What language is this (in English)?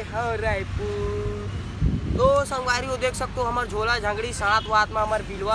Chhattisgarhi